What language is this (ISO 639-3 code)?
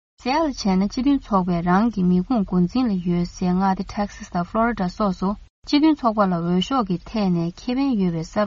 bod